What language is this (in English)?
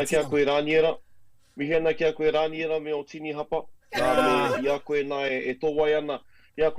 Māori